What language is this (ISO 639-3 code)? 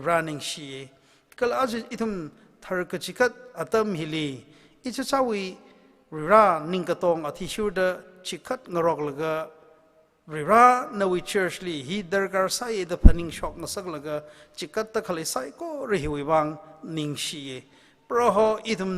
nmf